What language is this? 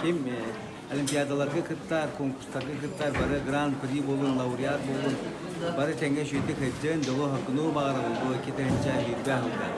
Yakut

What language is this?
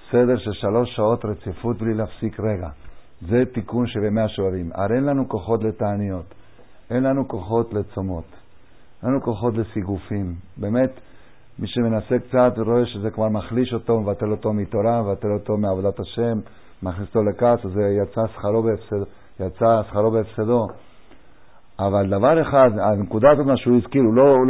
Hebrew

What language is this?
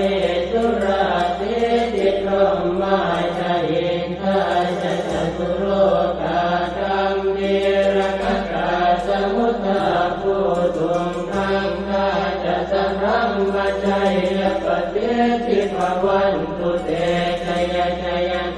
Pali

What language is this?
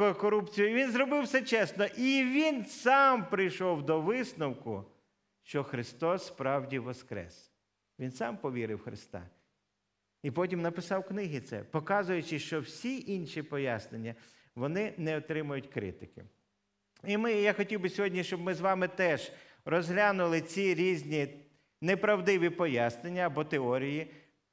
Ukrainian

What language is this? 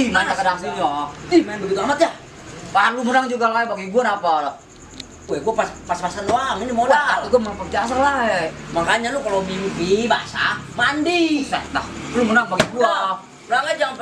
Betawi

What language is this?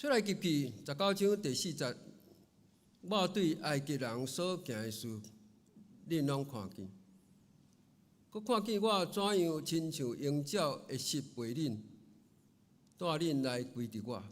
Min Nan Chinese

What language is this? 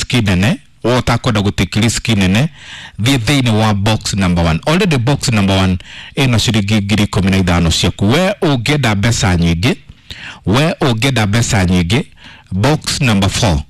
Kikuyu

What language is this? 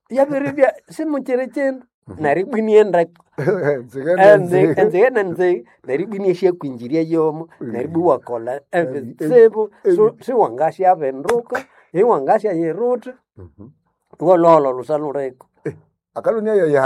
Nande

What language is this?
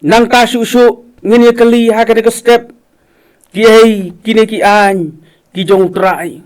Khasi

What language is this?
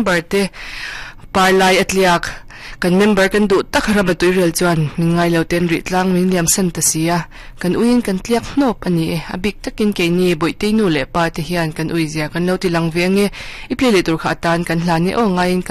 Mizo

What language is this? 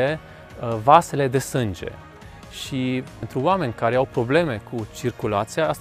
Romanian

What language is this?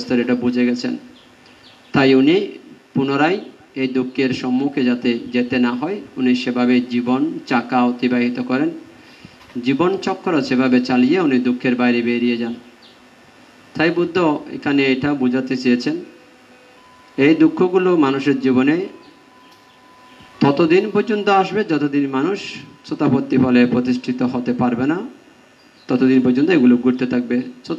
Bangla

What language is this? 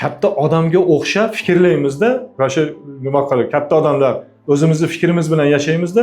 Uzbek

